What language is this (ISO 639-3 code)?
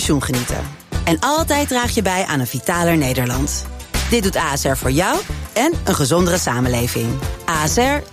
nld